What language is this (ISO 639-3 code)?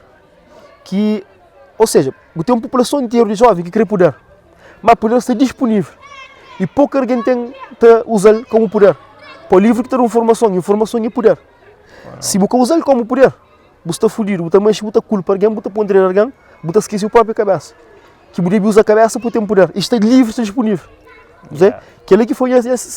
kea